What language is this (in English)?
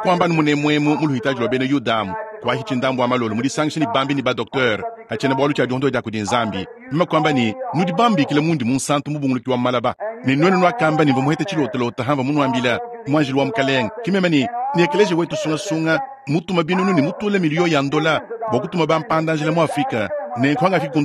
Luba-Lulua